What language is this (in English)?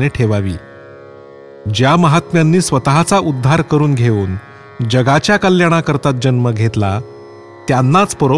Marathi